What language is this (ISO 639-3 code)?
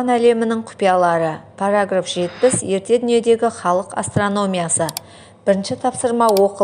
kaz